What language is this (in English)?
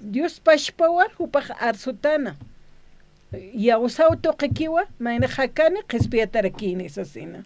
Aymara